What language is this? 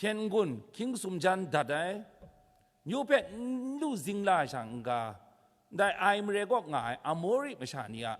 Kachin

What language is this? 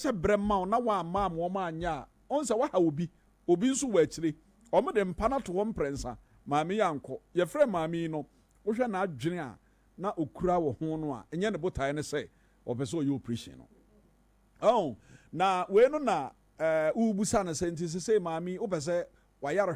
Akan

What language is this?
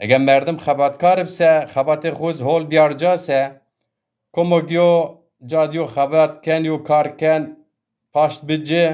Zaza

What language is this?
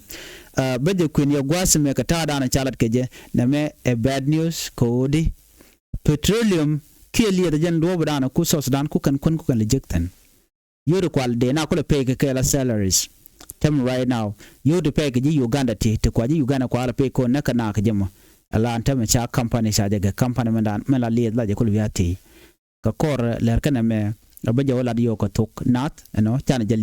Nuer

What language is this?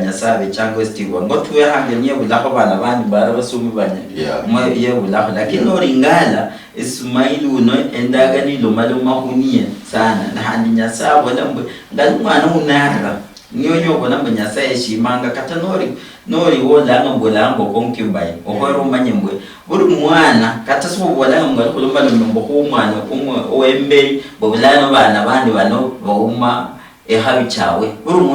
Luyia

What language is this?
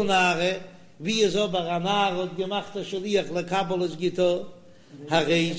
Yiddish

